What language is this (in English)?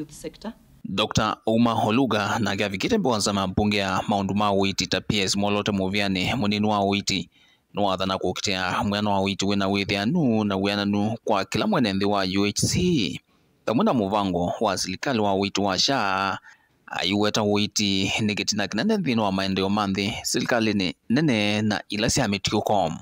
Kamba